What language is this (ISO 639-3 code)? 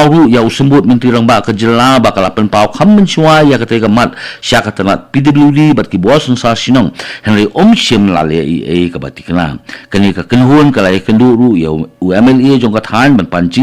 kha